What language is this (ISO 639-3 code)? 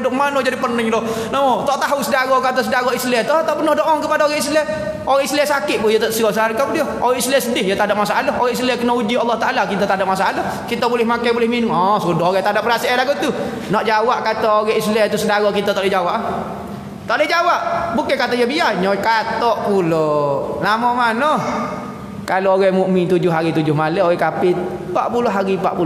msa